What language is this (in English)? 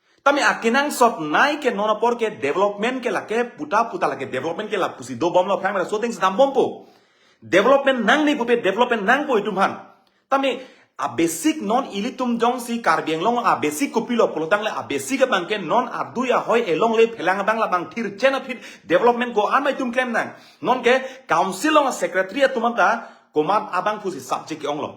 Karbi